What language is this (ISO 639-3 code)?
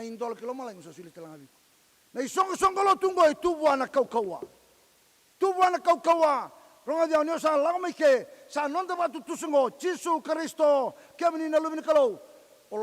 fij